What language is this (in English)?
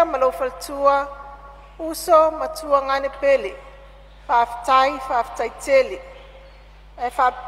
Samoan